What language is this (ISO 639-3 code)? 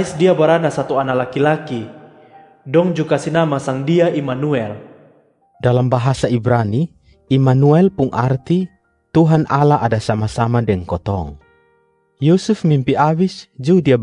mkn